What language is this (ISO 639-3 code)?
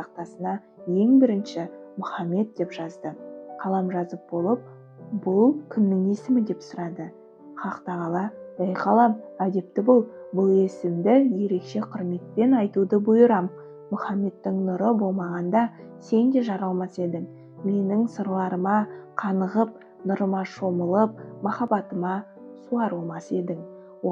kaz